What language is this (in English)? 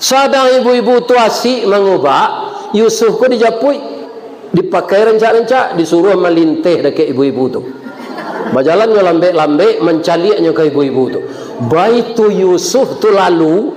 Minangkabau